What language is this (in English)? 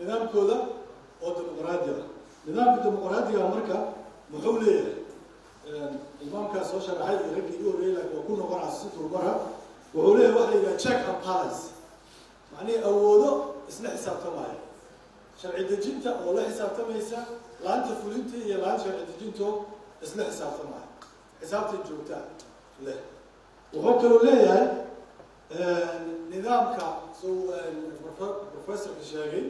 Somali